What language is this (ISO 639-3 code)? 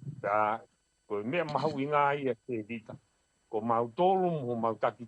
ton